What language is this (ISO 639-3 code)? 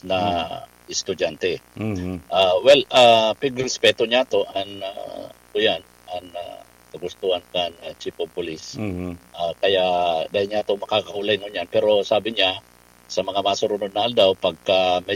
bik